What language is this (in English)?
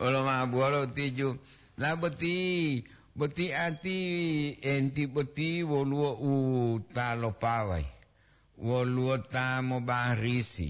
Gorontalo